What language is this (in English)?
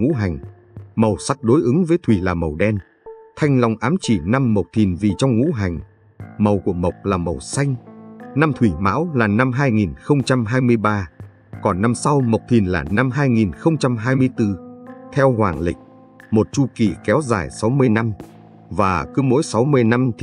Vietnamese